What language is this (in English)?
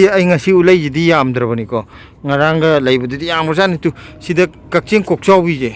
Manipuri